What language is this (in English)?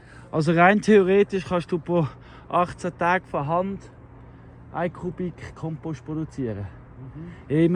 Swiss German